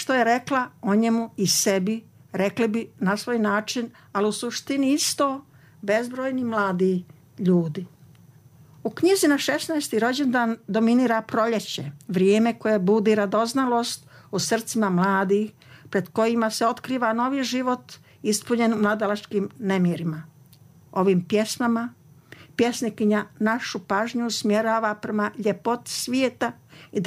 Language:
Serbian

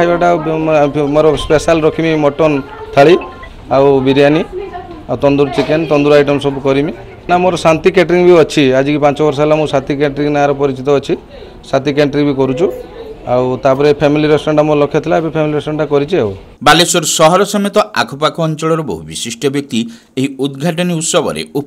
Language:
Odia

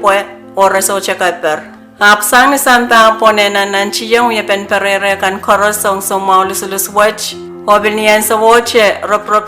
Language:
Pohnpeian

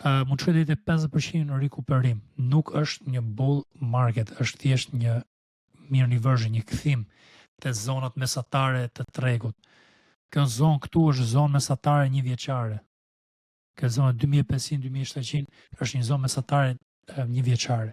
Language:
Albanian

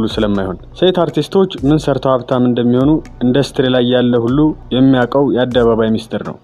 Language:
Amharic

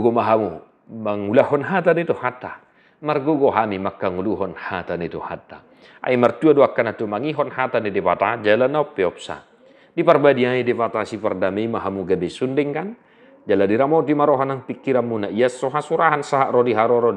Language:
Batak Toba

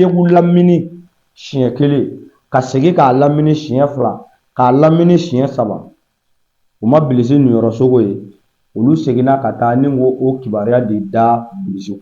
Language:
Bambara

